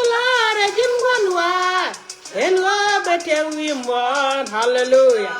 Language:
Nuer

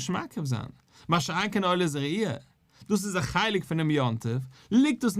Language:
Yiddish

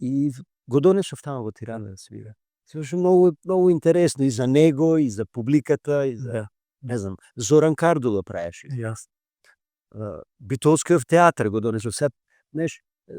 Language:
Macedonian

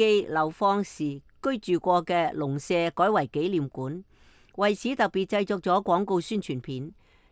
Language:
Cantonese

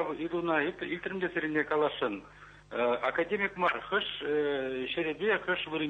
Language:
Chuvash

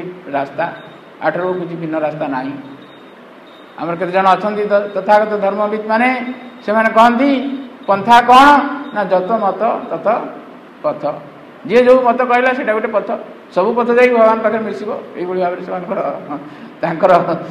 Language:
Odia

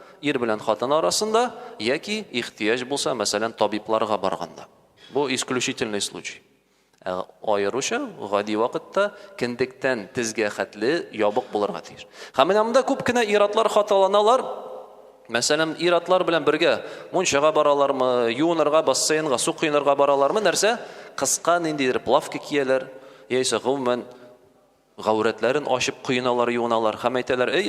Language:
Tatar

